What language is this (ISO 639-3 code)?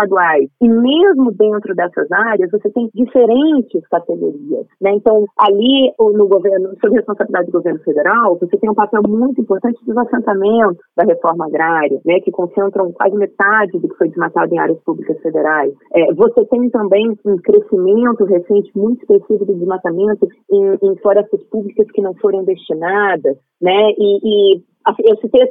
por